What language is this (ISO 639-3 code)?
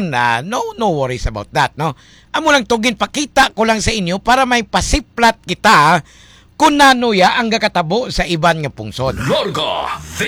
hil